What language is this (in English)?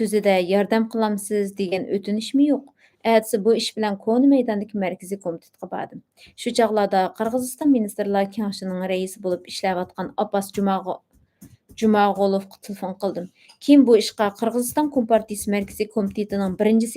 Uyghur